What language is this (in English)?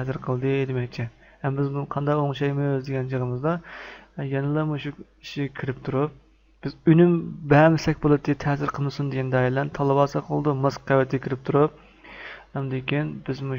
Uyghur